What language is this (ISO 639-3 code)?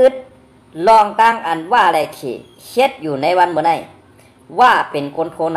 shn